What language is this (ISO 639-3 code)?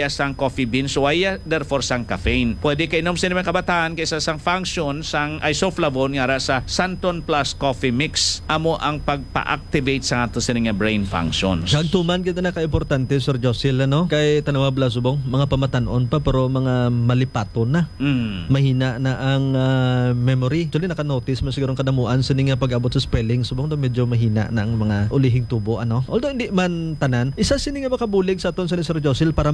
hil